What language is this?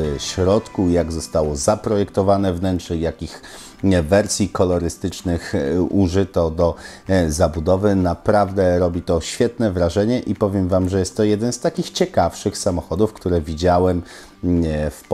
Polish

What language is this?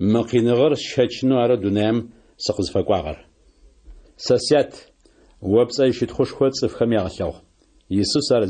Adyghe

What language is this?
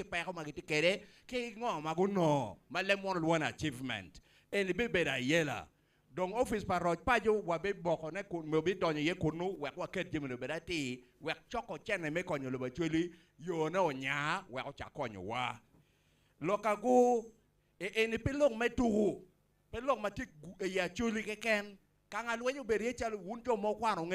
Acoli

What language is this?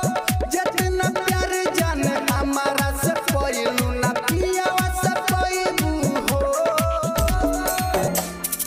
Bhojpuri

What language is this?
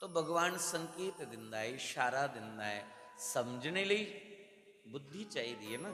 Dogri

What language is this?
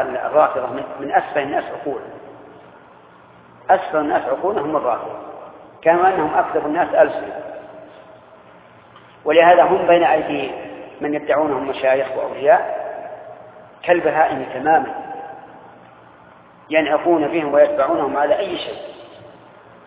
Arabic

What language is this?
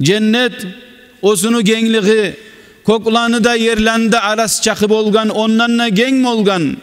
Kumyk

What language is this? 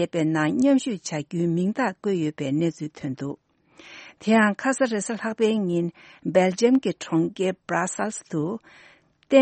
Tibetan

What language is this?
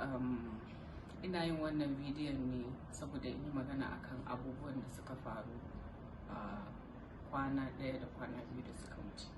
Hausa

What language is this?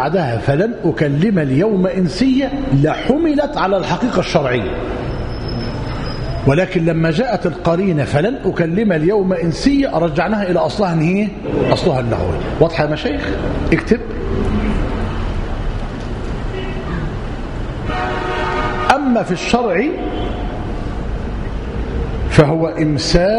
Arabic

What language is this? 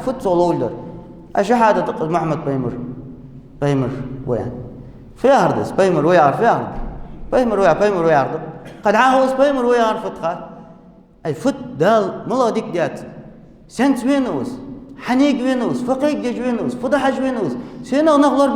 Ingush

